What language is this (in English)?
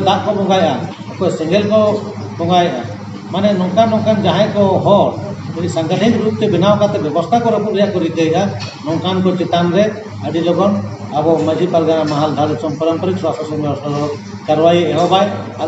Santali